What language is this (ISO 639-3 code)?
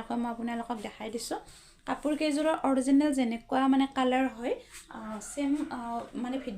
asm